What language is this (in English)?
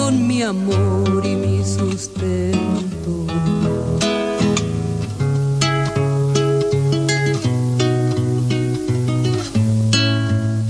Spanish